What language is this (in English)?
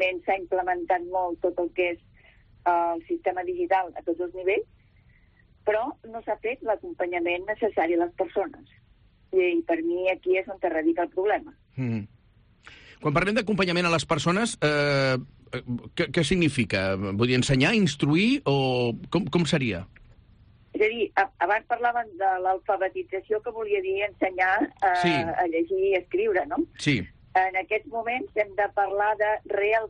Catalan